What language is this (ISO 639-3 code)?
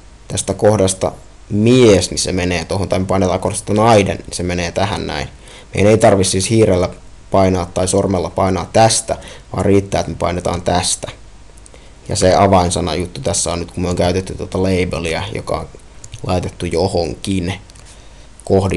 fin